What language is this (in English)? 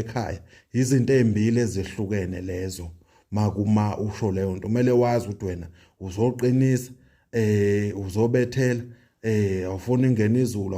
Zulu